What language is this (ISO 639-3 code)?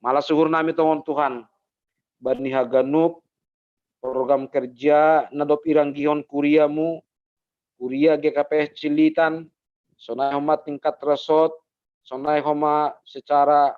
bts